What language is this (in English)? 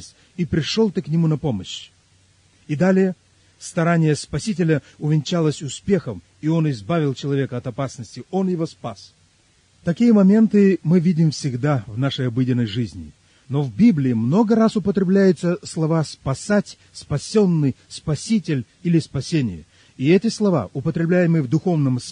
Russian